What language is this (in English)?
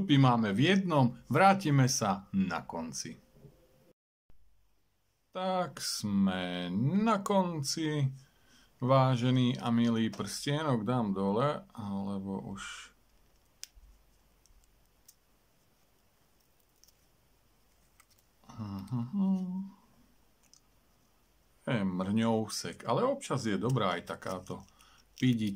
Slovak